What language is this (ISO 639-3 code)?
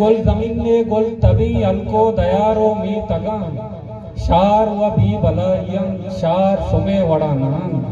bgp